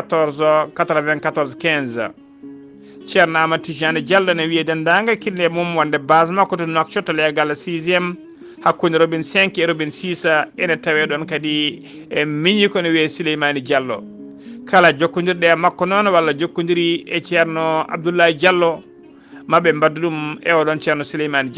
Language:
Fula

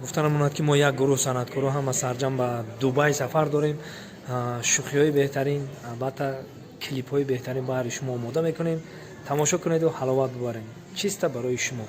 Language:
Tajik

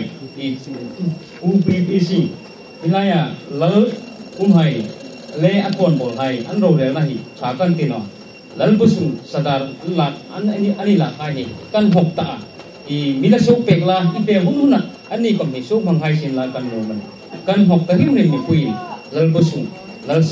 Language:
Hmar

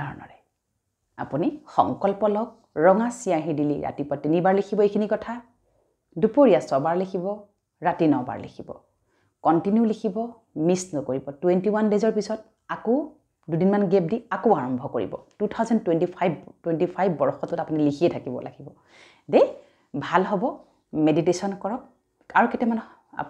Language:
Assamese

